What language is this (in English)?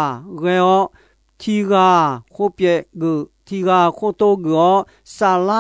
Akha